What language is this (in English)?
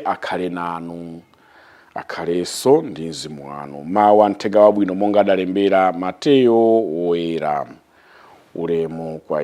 Nyanja